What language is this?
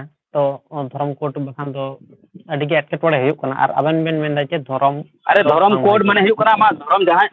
Santali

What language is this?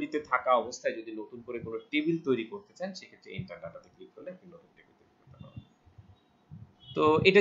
Bangla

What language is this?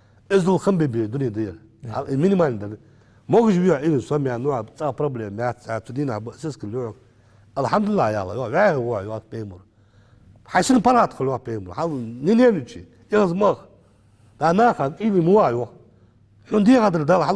Ingush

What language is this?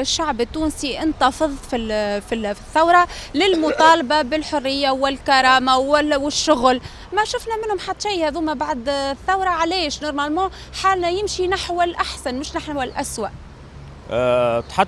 Tunisian Arabic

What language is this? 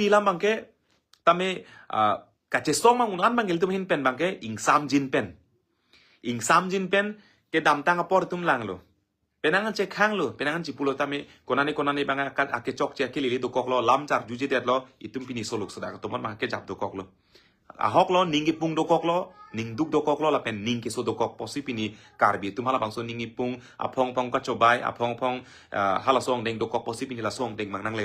Karbi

